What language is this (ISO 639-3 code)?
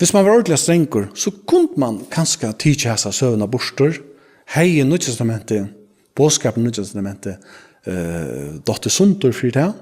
fao